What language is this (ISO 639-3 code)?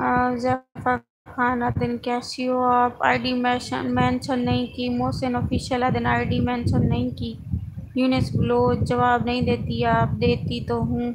skr